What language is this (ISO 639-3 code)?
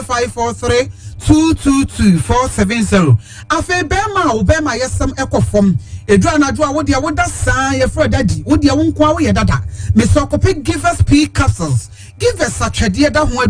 aka